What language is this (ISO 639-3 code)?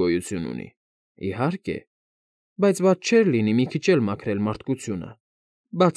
hye